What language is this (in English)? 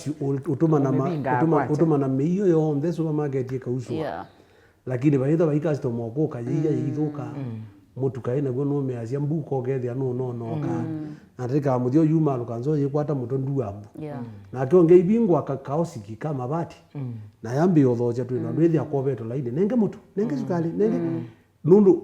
Kamba